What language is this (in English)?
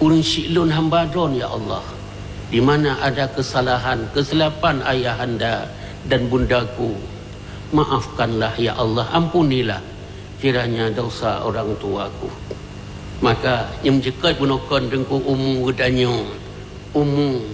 Achinese